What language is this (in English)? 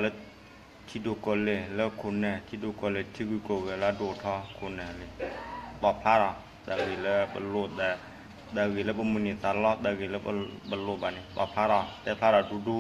S'gaw Karen